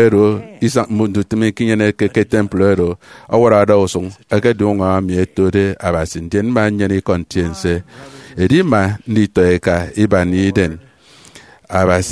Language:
Efik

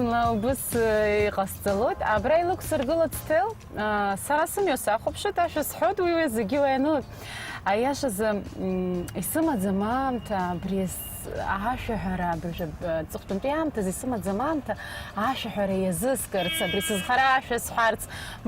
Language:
Abkhazian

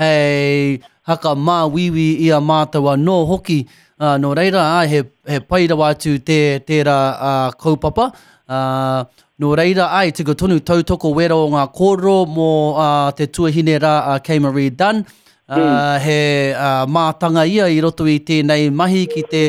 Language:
Māori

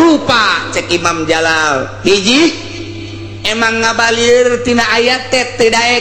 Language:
Sundanese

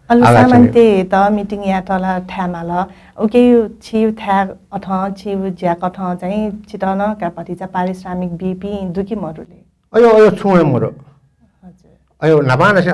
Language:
Newari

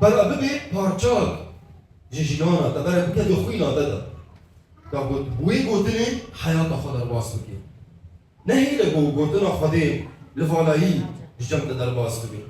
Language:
Kurdish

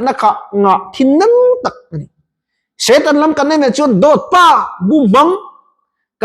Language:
Mizo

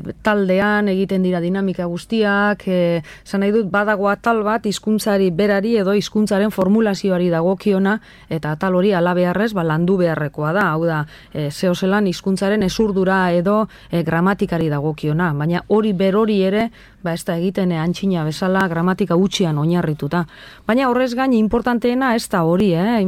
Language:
Basque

